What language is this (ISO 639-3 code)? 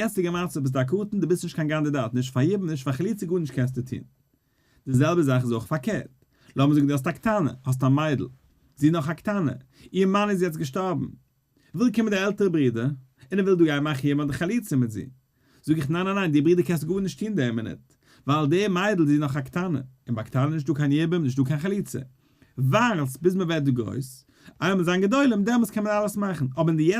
yid